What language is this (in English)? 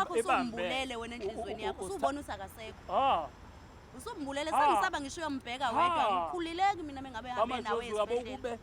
Zulu